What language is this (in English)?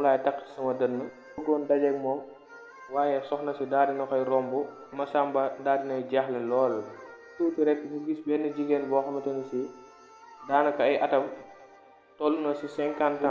Wolof